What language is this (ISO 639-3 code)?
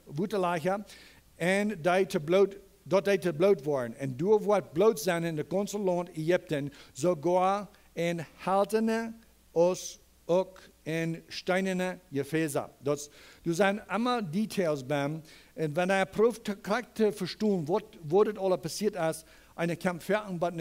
pdt